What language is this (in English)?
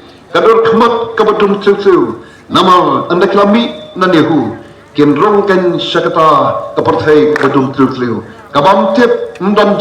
Khasi